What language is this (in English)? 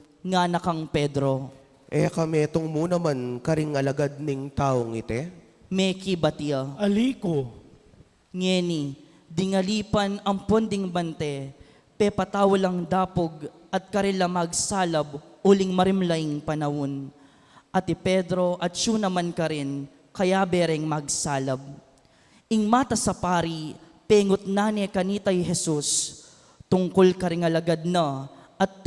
Pampanga